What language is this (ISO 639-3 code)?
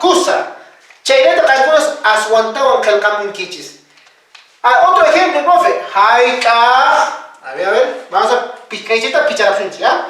que